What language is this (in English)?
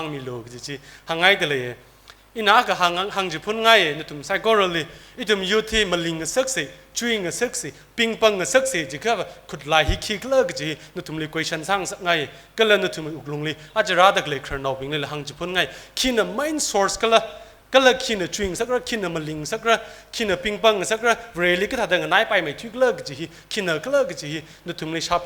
Tangkhul Naga (India)